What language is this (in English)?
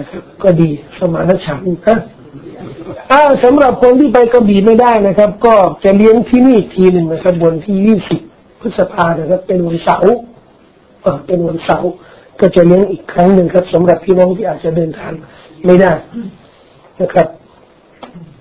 Thai